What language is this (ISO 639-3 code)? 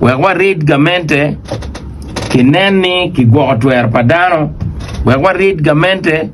ach